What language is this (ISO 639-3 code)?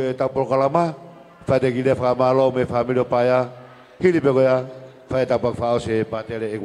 ton